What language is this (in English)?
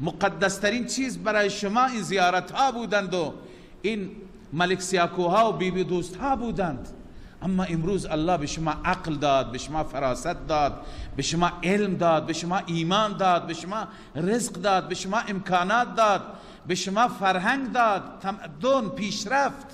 Persian